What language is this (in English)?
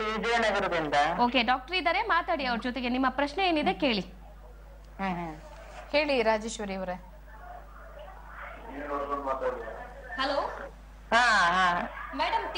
Kannada